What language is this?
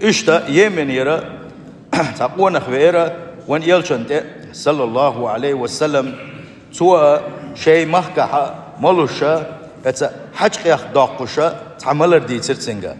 Chechen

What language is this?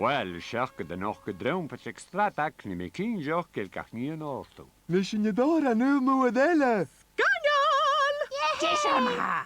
Scottish Gaelic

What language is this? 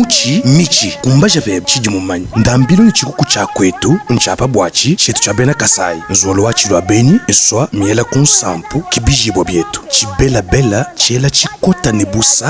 Luba-Lulua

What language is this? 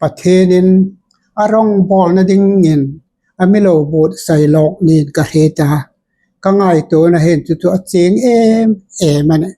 Hmar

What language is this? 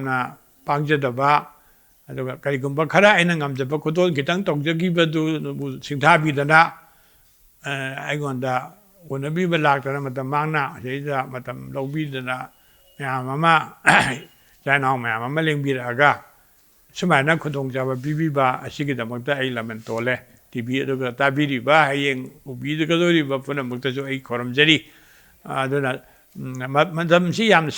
Manipuri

